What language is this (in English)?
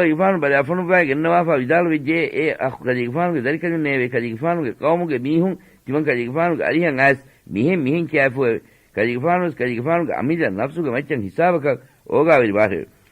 Divehi